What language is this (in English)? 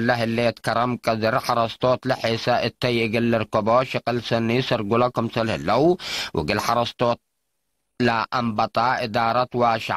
Tigre